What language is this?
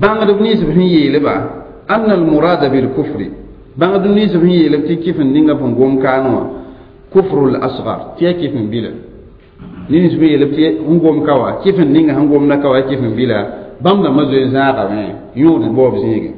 Mossi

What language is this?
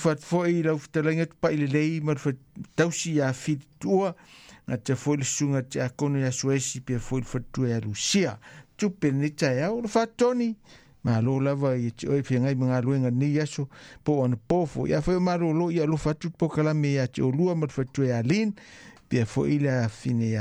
Samoan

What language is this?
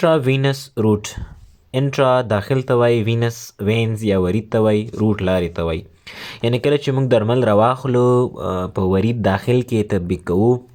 Pashto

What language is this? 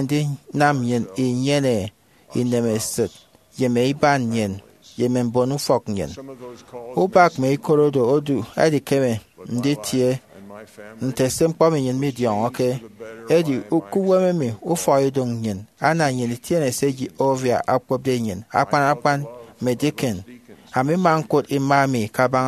Efik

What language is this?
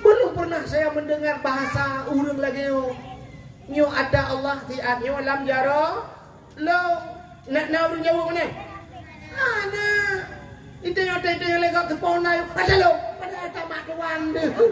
Achinese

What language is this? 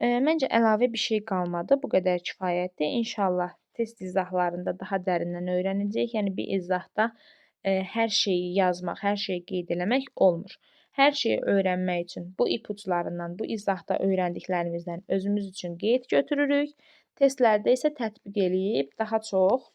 Azerbaijani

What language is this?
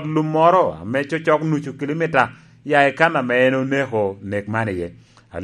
Lango (Uganda)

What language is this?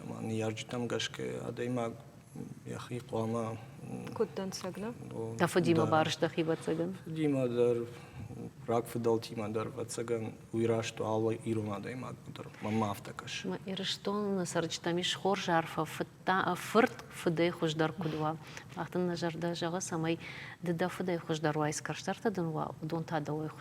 Ossetic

